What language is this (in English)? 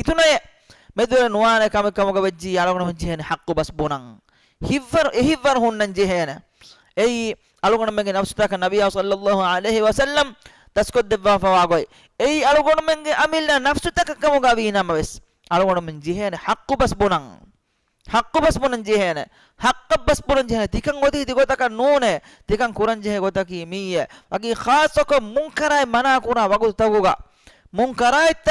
Divehi